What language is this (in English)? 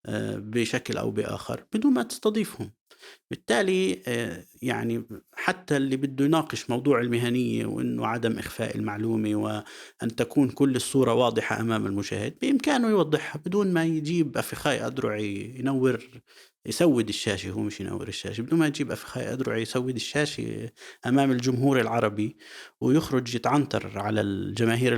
North Levantine Arabic